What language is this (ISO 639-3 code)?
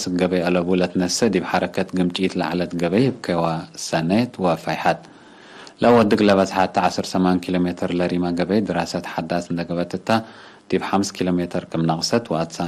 tig